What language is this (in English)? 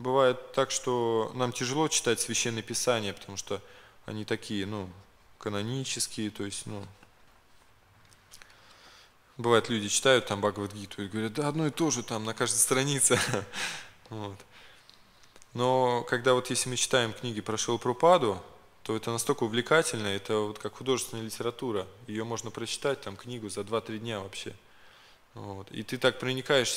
Russian